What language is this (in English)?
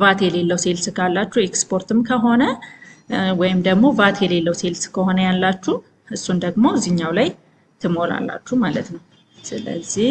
Amharic